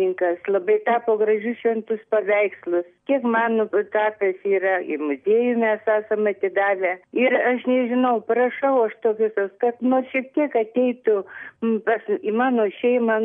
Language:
Lithuanian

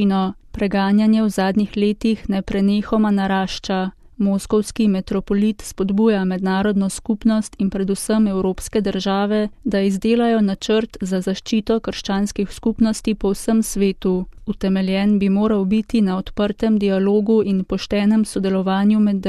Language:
Slovenian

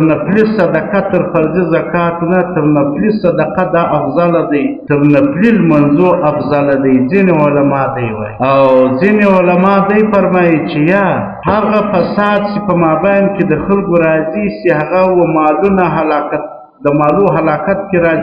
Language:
Pashto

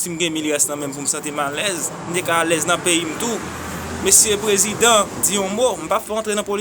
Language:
Haitian Creole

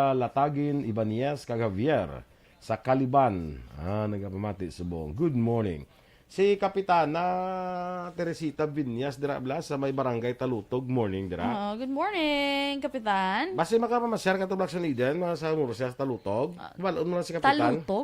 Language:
Hiligaynon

